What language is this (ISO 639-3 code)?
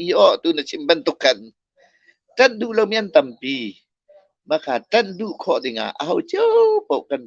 cnh